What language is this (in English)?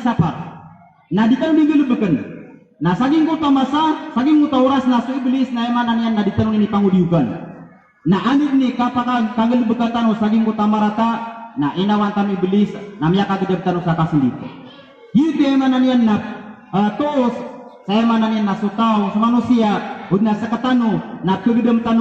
Maranao